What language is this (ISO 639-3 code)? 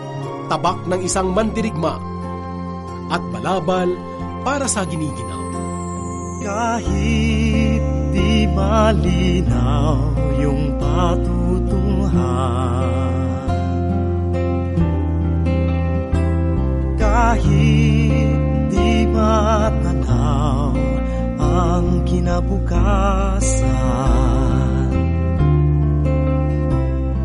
fil